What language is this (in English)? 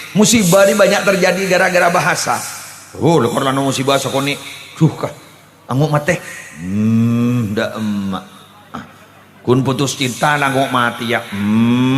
Madurese